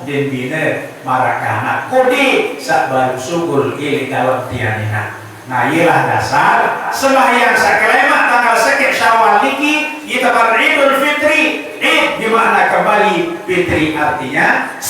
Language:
Sasak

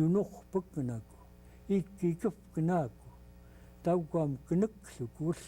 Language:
Central Yupik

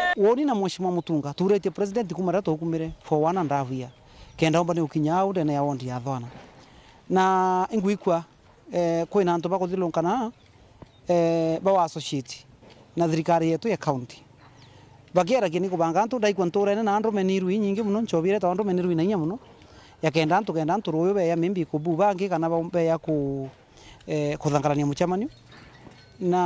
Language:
Meru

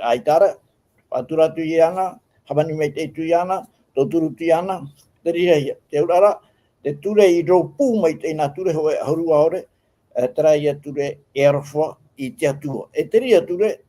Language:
Tahitian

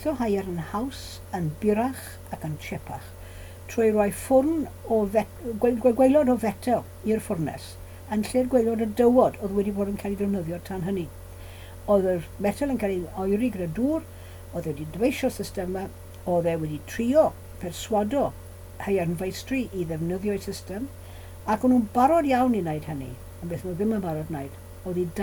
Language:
Welsh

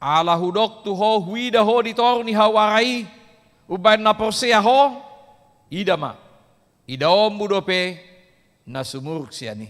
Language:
Batak Toba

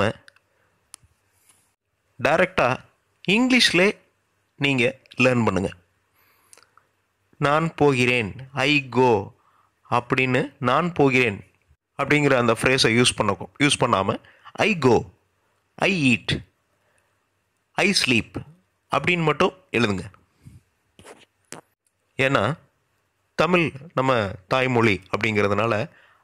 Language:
Tamil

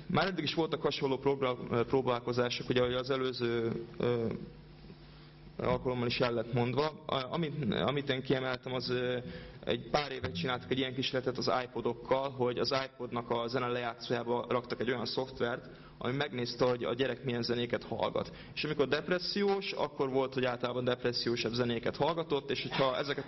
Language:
Hungarian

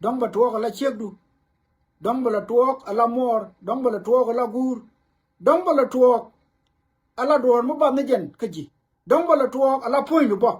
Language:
Nuer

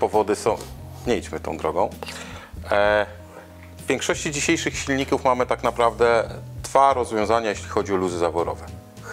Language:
Polish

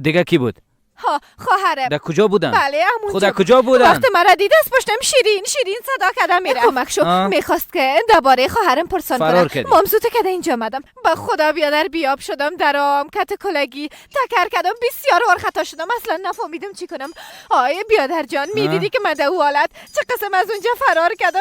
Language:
Persian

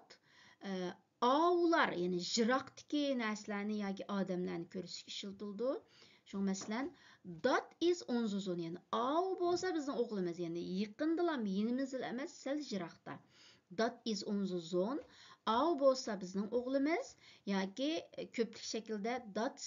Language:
Uyghur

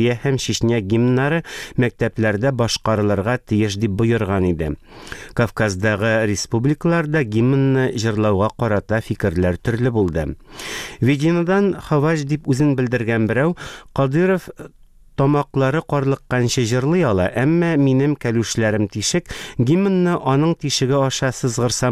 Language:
Tatar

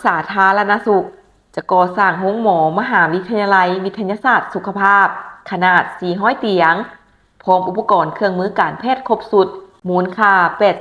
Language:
Lao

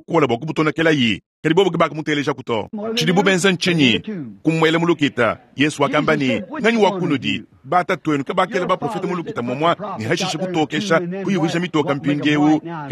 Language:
Luba-Lulua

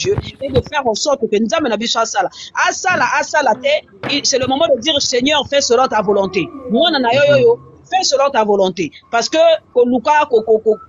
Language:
Lingala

